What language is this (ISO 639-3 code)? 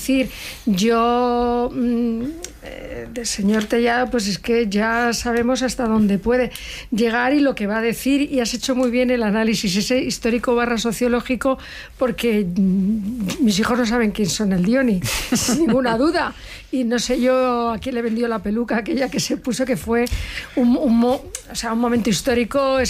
spa